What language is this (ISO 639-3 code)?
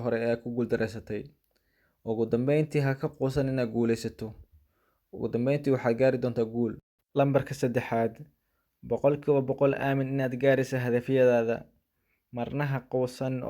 som